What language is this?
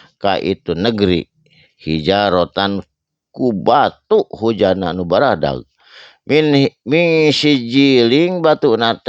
Sundanese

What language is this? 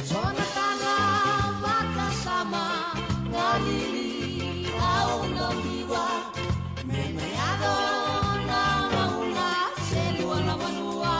Fijian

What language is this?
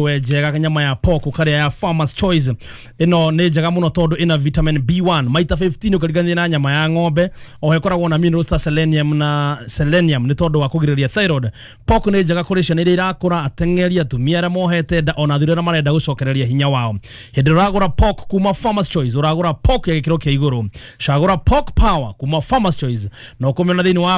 Kikuyu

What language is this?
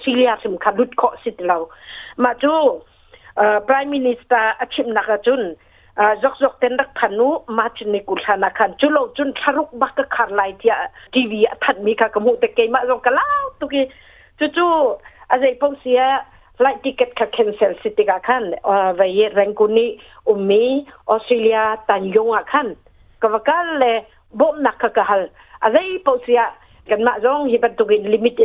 Hakha Chin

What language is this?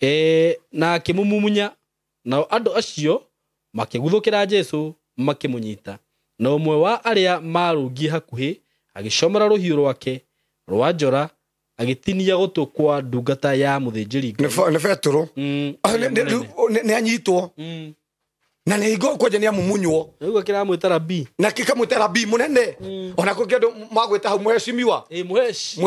Kikuyu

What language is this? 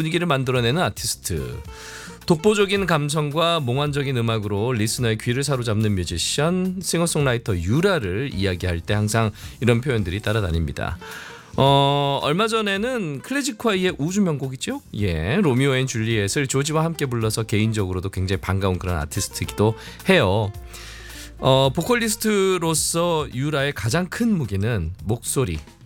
Korean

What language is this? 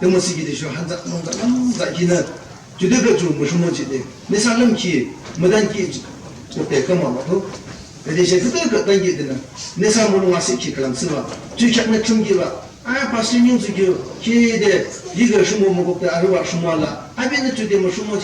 Yimchungru Naga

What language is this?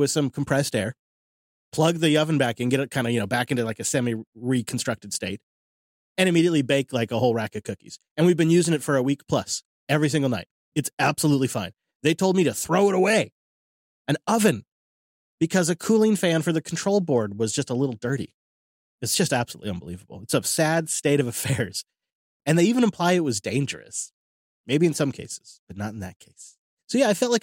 English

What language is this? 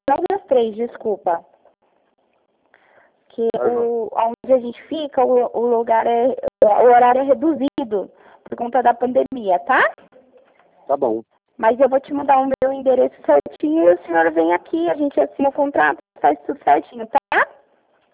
Portuguese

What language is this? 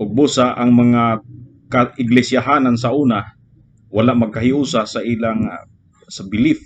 Cebuano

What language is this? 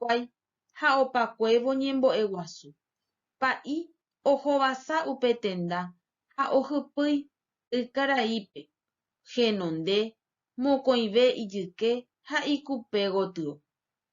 Guarani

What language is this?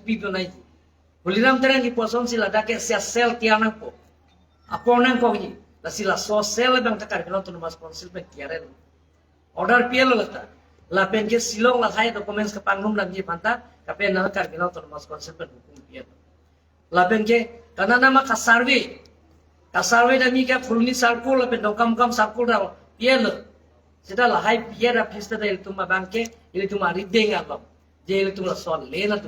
Karbi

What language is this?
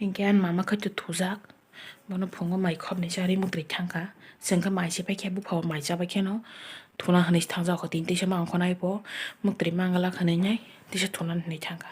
Kok Borok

